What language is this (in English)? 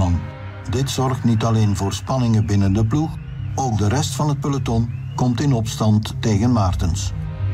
Dutch